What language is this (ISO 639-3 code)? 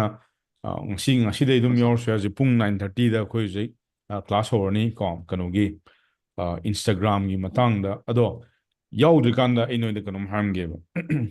mni